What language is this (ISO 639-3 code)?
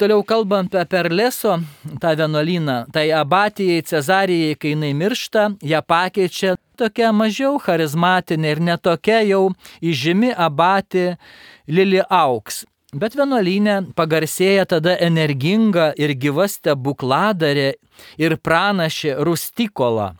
lit